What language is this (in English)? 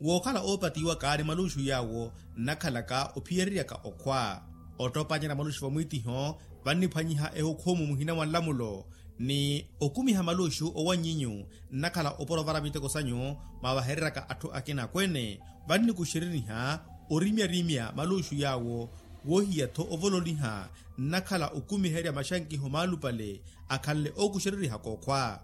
Makhuwa